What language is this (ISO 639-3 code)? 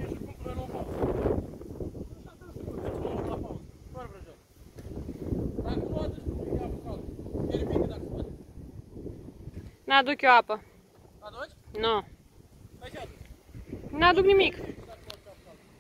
ron